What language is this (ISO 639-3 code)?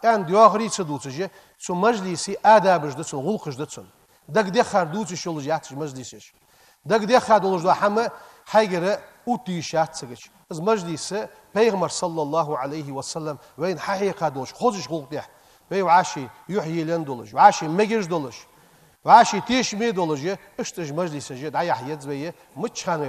inh